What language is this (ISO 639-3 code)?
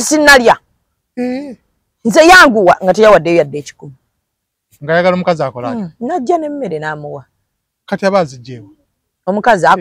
lug